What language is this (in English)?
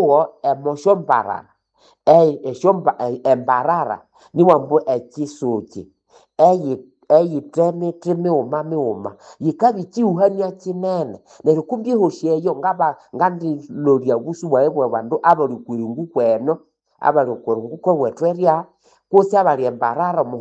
Nande